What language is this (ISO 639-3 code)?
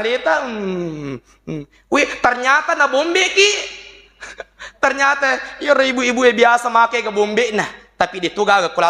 bug